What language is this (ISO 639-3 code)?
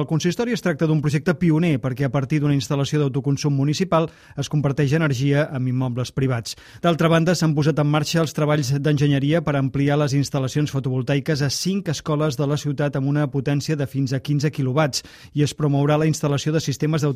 cat